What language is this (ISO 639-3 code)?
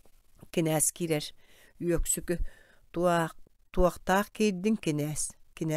sah